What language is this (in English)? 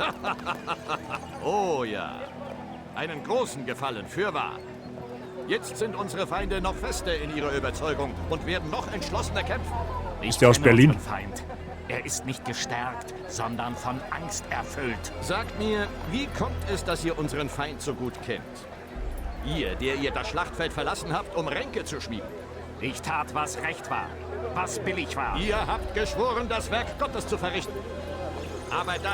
Bavarian